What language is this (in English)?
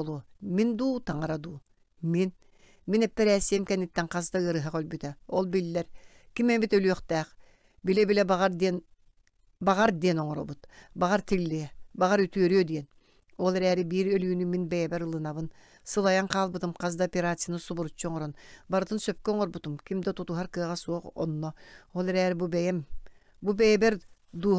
Yakut